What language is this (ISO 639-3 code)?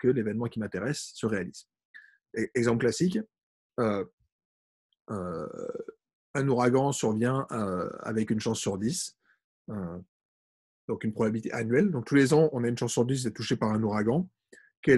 fra